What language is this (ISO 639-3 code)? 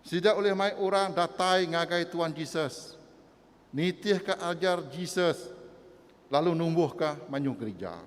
iba